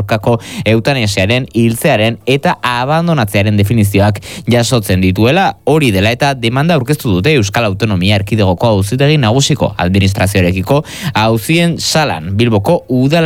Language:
Basque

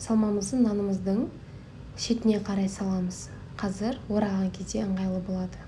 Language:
Kazakh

